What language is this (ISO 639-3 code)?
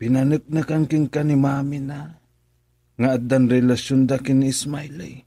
ilo